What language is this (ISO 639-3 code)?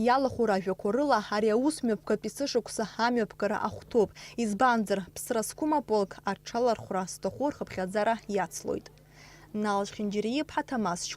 abk